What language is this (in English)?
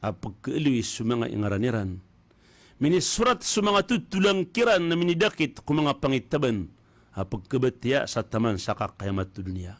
Maranao